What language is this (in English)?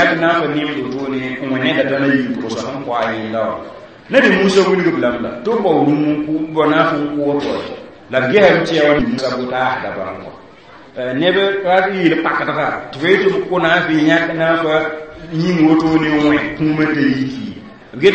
Mossi